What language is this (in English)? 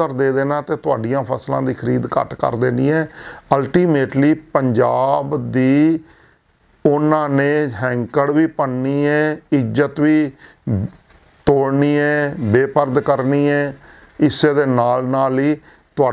Punjabi